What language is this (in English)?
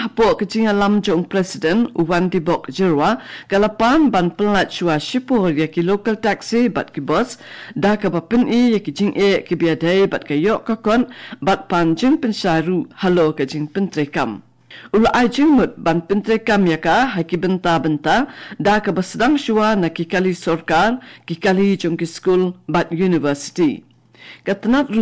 Khasi